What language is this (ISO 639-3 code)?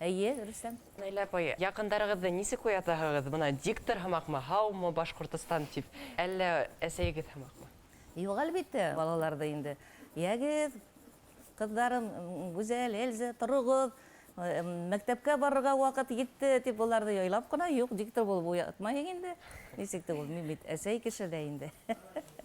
bak